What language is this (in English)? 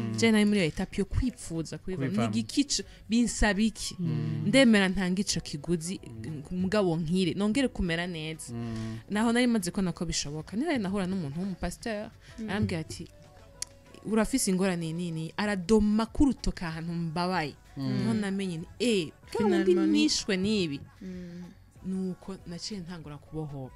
Rundi